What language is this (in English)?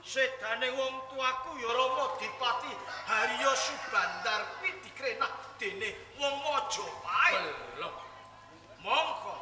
Javanese